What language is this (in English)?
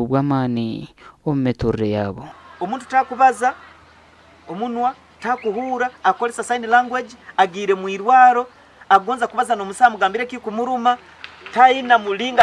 Nyankole